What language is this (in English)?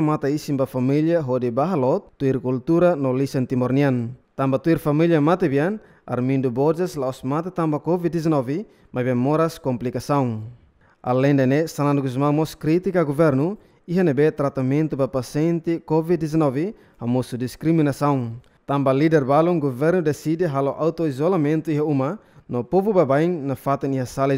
Tetum